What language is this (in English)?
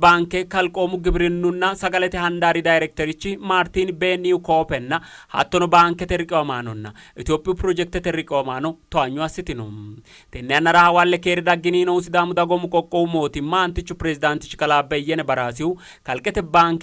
Sidamo